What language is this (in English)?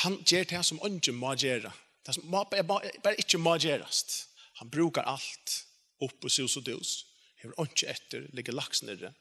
Faroese